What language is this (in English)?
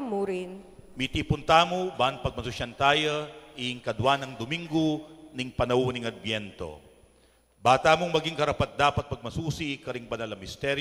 Pampanga